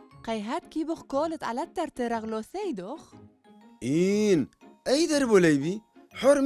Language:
Turoyo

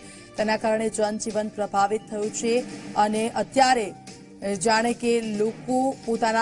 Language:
Gujarati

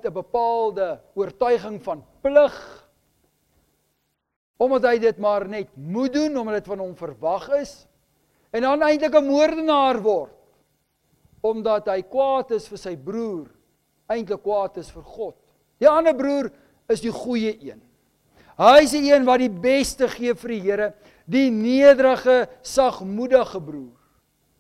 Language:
Afrikaans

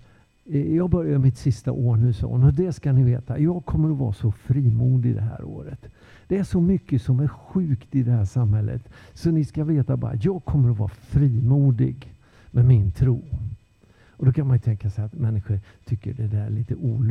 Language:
Swedish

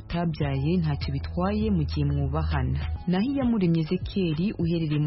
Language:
Kinyarwanda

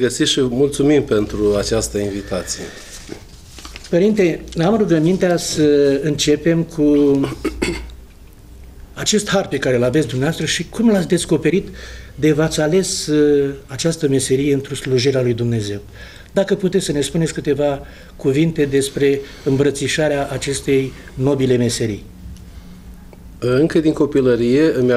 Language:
Romanian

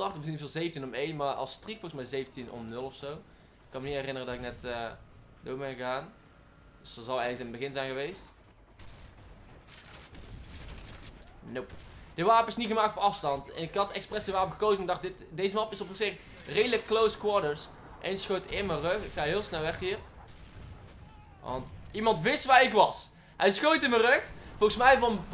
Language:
Dutch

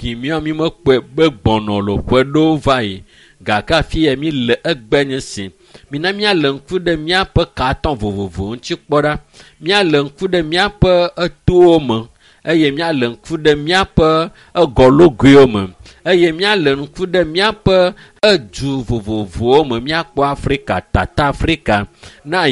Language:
Ewe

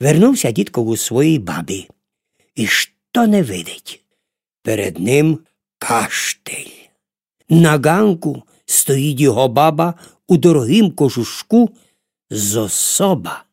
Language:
Rusyn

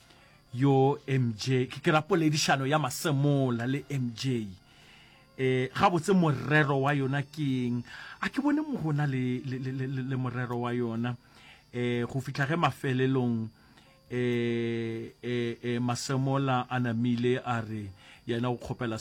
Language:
Northern Sotho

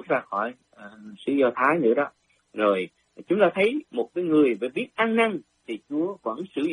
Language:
Vietnamese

